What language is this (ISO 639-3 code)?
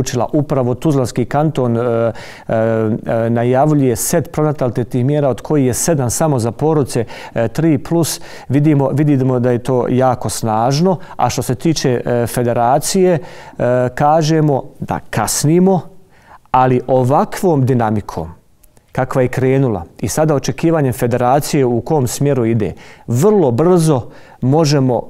bos